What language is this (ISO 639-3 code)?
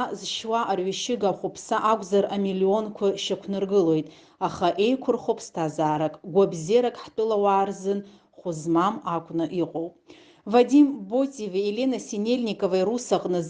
abk